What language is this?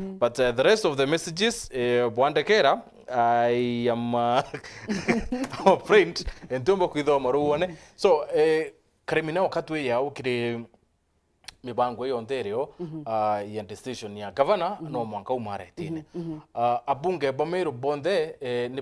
Meru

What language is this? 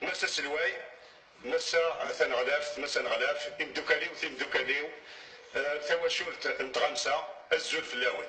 Kabyle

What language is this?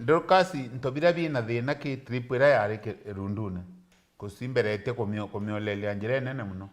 Meru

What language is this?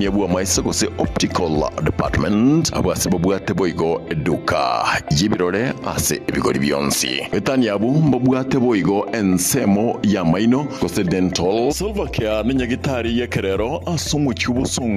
Gusii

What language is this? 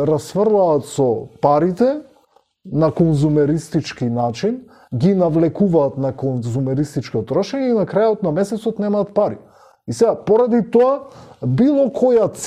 Macedonian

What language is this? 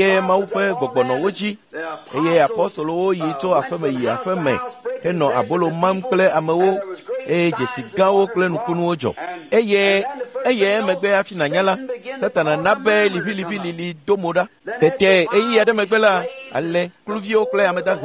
Ewe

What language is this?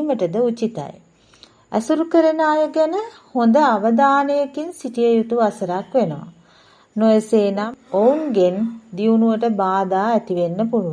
Sinhala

